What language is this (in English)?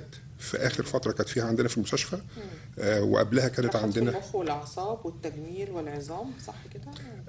Egyptian Arabic